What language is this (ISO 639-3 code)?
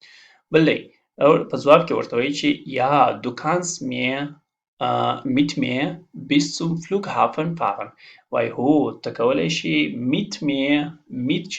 pus